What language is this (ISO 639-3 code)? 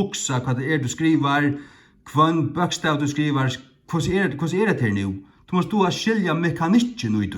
fao